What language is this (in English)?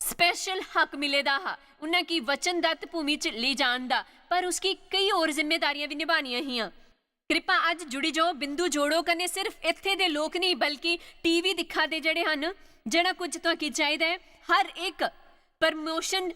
Dogri